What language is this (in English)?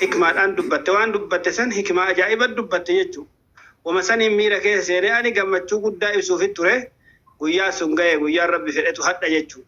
Oromo